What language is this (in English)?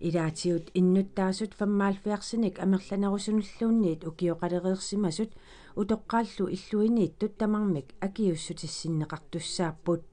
Kalaallisut